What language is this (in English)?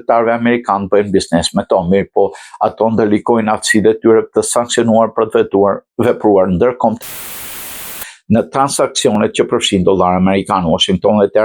Albanian